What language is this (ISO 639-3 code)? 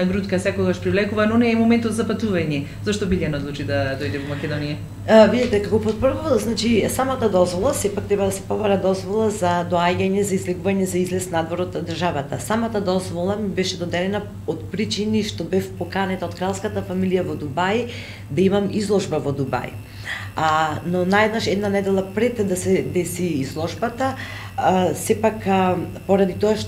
mkd